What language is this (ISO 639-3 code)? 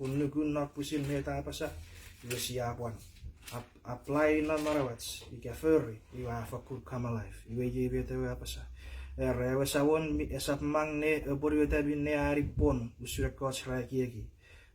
chk